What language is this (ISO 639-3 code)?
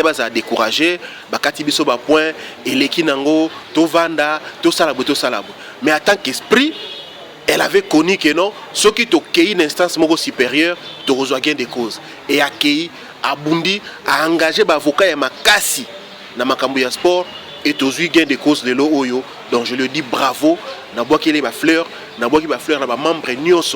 lin